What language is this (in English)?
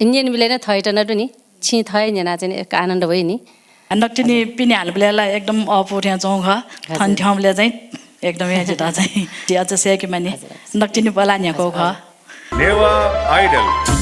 Newari